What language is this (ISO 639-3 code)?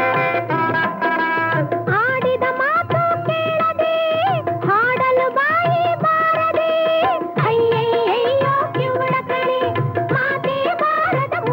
kan